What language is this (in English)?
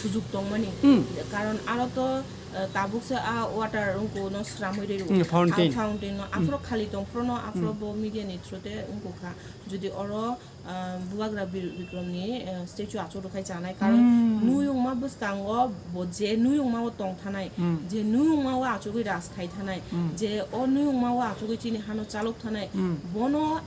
Kok Borok